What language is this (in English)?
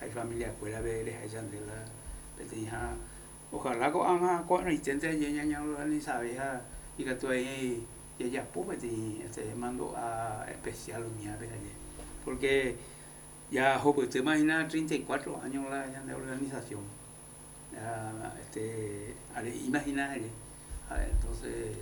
Guarani